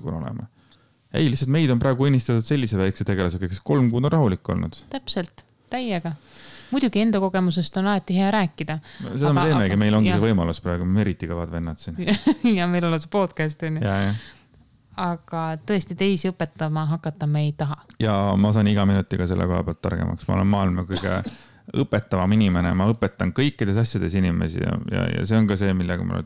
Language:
Estonian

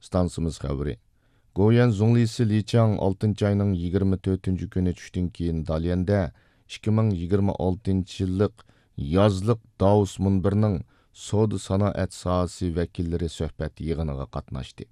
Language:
Uyghur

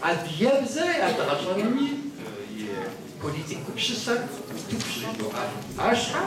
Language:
Kabardian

